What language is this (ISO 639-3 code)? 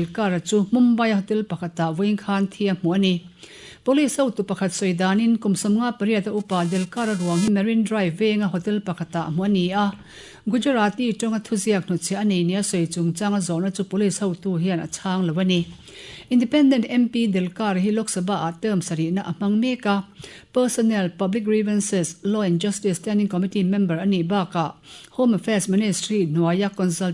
lus